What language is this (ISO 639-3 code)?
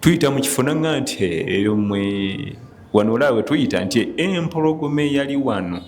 lug